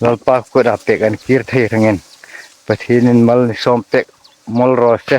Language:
Hmar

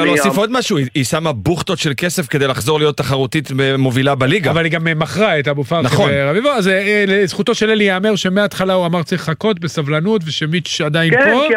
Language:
Hebrew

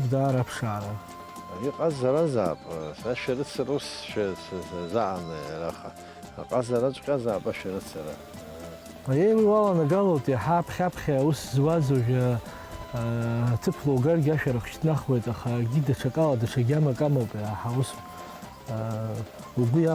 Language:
Abkhazian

